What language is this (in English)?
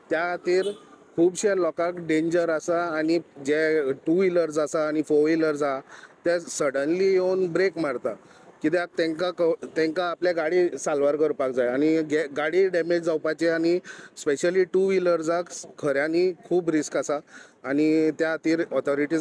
Konkani